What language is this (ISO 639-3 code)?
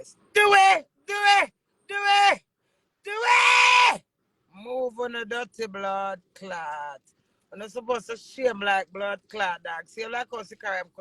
jam